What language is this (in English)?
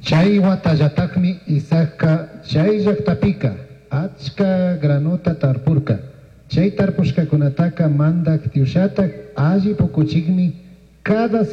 Chimborazo Highland Quichua